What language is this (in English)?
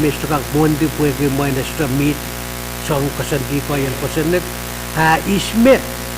Pohnpeian